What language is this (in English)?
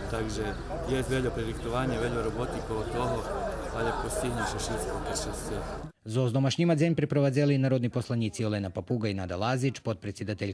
Rusyn